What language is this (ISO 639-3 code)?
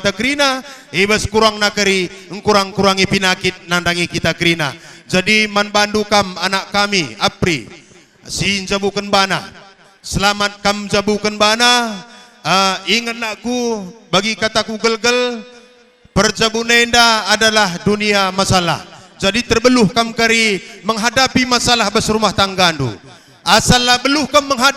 btx